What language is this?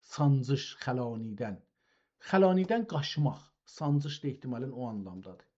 South Azerbaijani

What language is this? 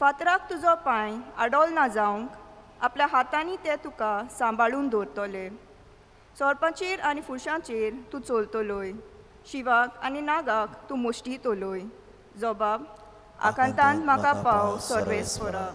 Konkani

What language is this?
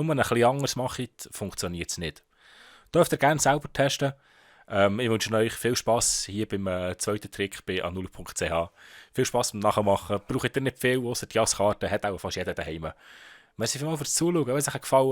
Swiss German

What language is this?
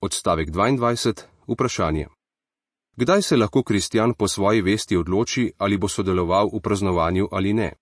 Slovenian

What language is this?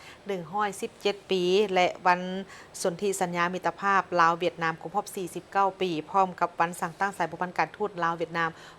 Lao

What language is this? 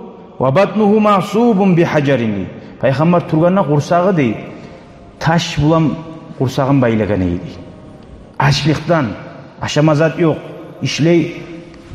Kumyk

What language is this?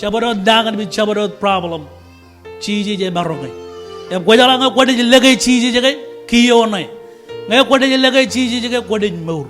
Marshallese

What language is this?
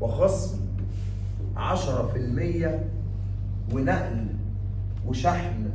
Egyptian Arabic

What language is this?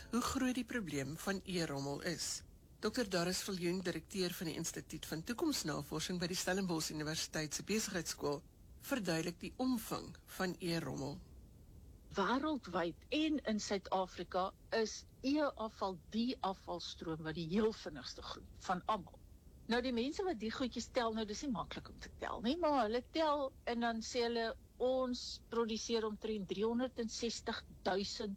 Afrikaans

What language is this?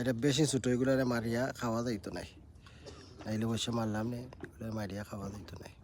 Sylheti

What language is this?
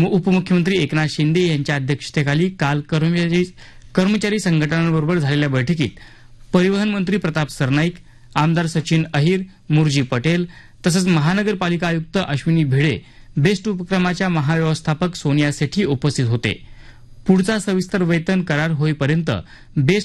Marathi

